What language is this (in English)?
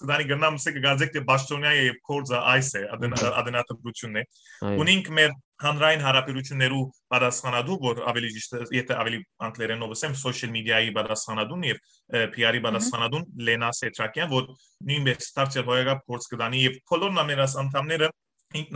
Western Armenian